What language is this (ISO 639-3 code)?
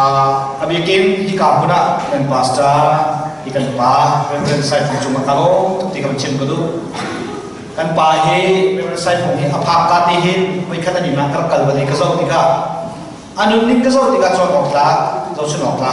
cnh